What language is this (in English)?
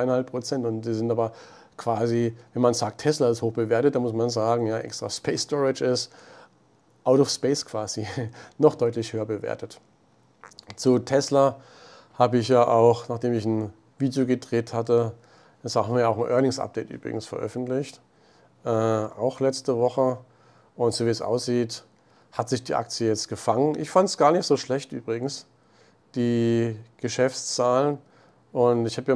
German